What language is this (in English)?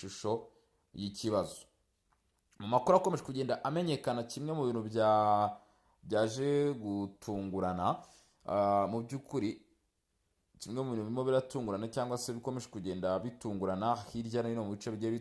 Kinyarwanda